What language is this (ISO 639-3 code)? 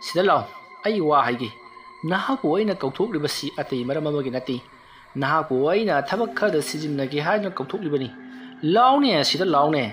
mni